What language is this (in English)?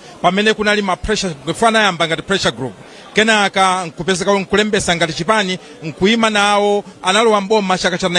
Nyanja